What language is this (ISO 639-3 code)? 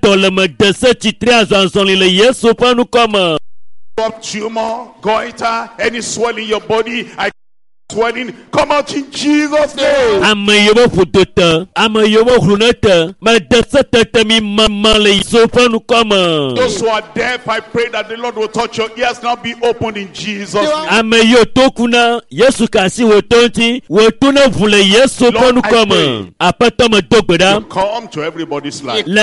ewe